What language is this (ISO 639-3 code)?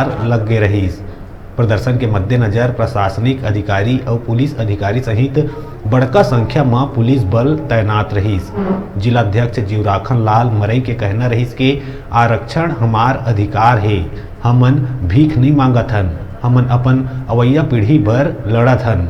hne